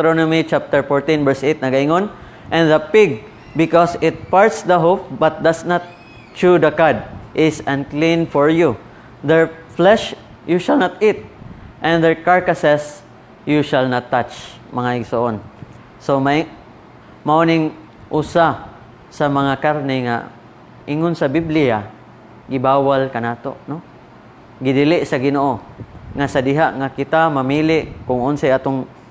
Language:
Cebuano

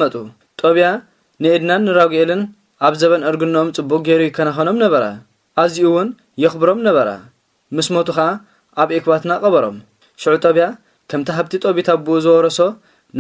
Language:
Tigrinya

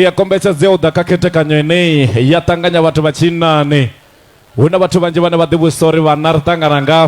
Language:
Venda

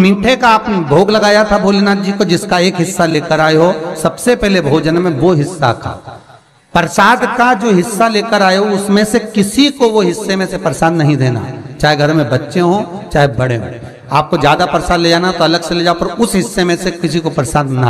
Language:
Hindi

